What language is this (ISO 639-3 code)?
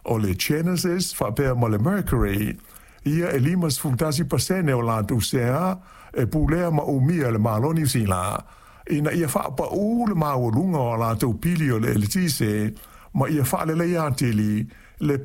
smo